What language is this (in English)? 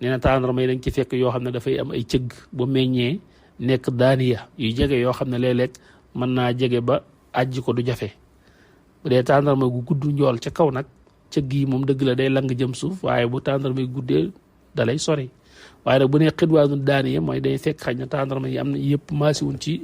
Wolof